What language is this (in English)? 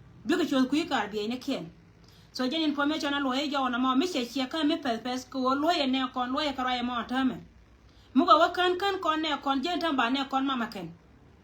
Nuer